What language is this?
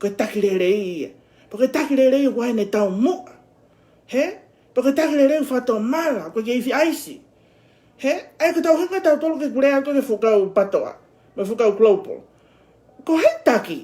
Tongan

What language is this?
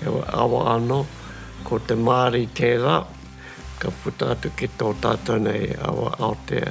Māori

